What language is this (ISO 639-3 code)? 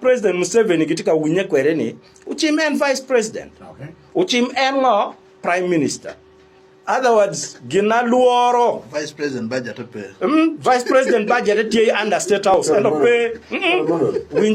ach